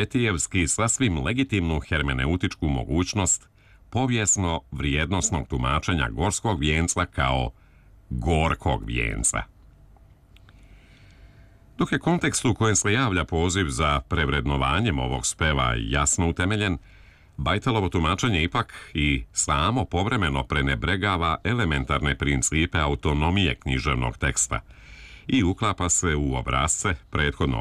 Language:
Serbian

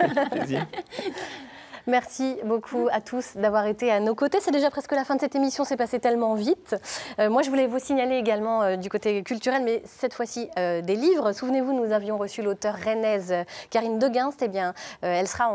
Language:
French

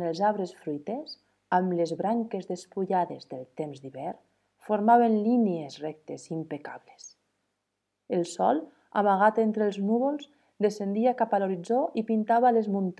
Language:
Catalan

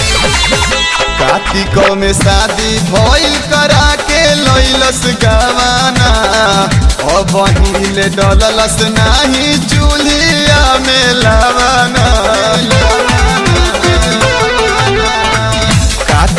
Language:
Bhojpuri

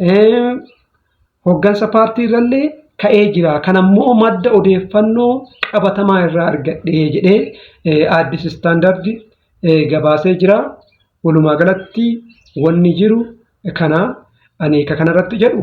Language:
Oromo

